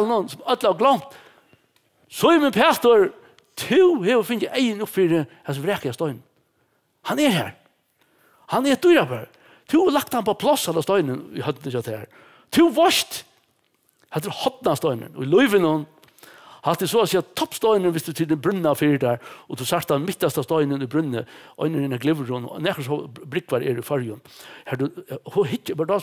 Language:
Faroese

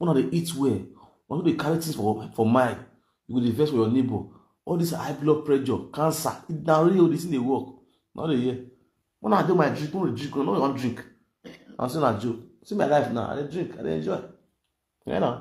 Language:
Nigerian Pidgin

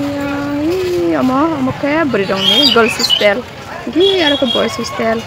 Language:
Kok Borok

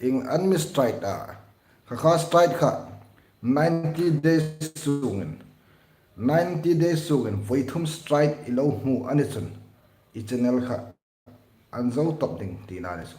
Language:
Hmar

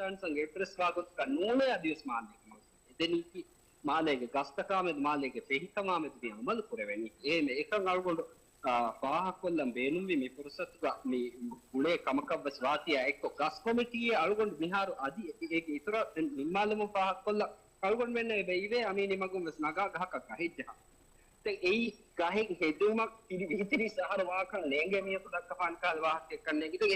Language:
Divehi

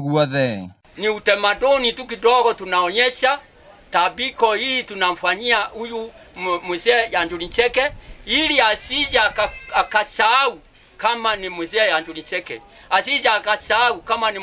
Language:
Kikuyu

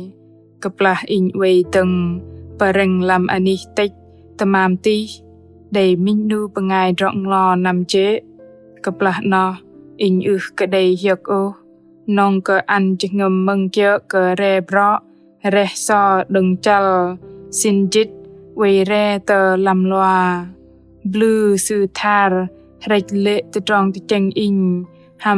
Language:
Bahnar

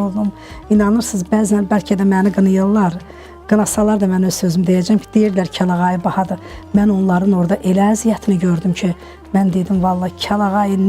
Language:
Azerbaijani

